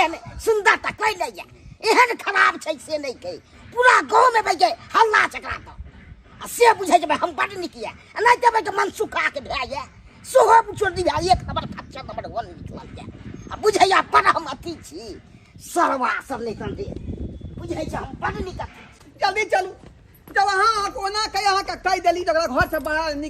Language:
Maithili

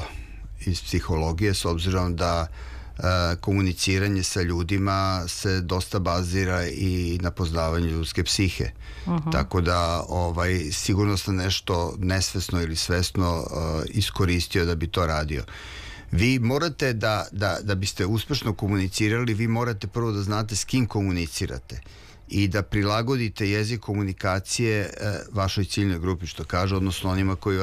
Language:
Serbian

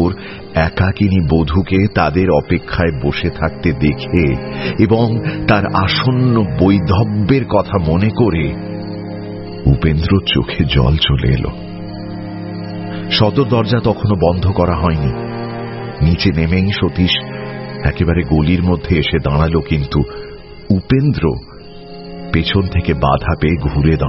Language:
Bangla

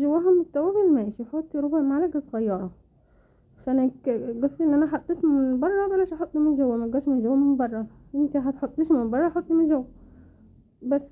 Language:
Egyptian Arabic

